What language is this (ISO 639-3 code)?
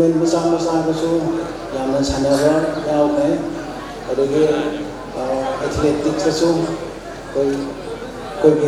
mni